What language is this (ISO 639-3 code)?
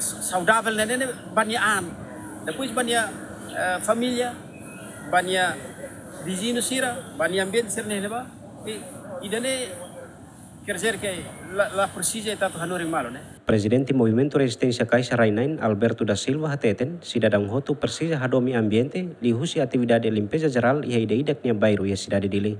tet